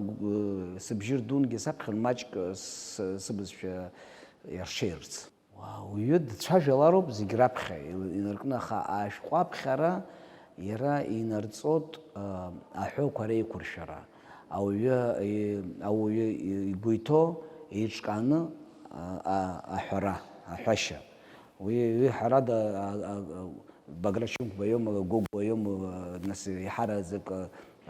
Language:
Abkhazian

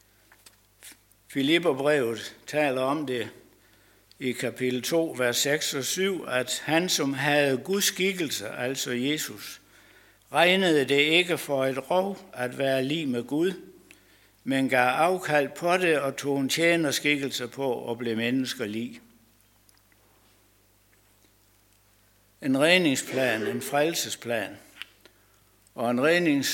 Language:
Danish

